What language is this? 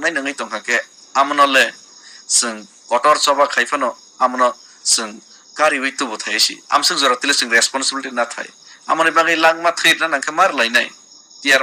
Kok Borok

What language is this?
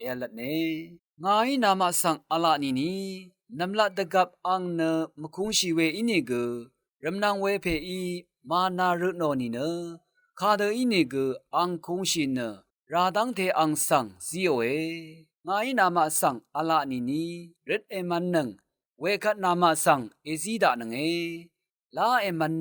Rawang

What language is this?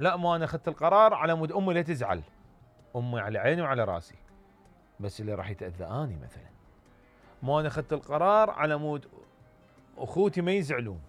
Mesopotamian Arabic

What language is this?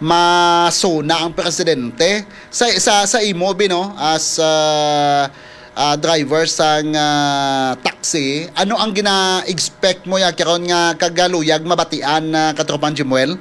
Hiligaynon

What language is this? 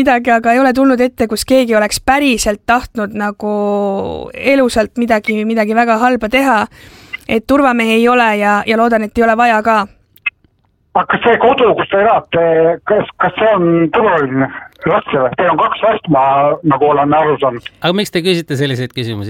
Estonian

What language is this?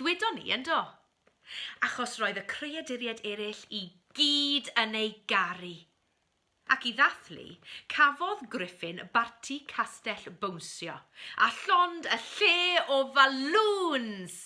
Welsh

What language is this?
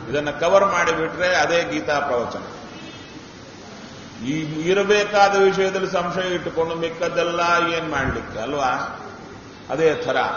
Kannada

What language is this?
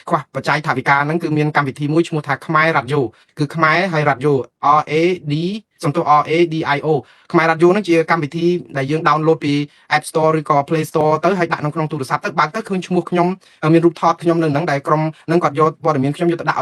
Khmer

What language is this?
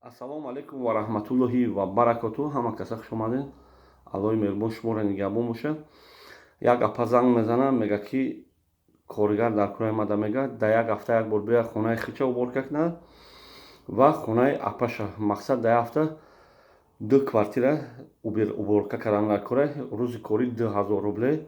Tajik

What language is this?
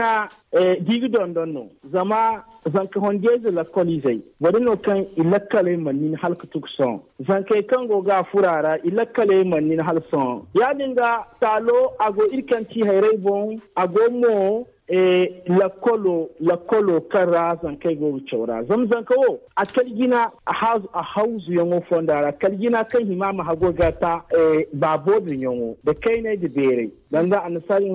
Zarma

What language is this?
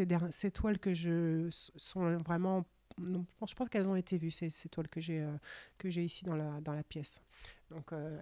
French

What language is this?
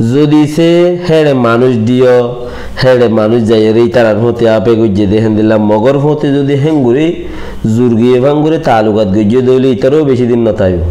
Rohingya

